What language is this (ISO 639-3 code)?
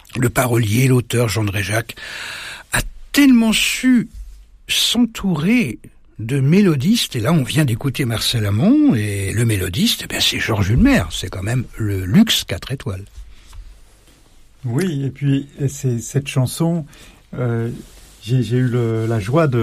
fra